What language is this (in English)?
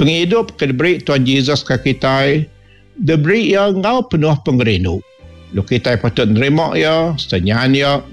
Iban